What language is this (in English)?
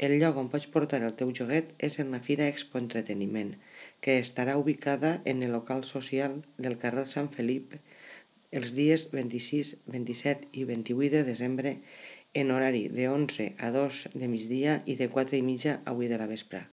Catalan